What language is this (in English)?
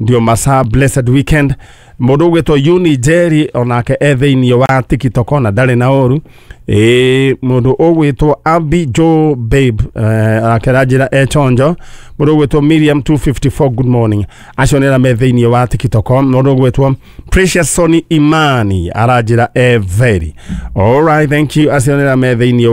Kikuyu